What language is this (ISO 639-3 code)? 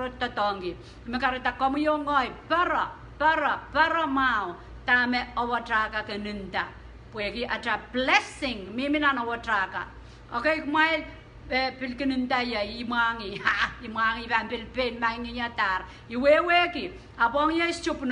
pon